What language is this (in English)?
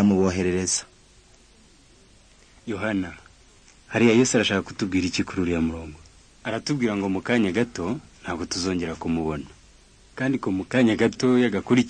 Kinyarwanda